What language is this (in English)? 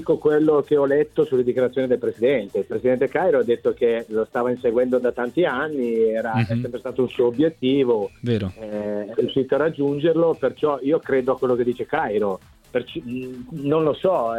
Italian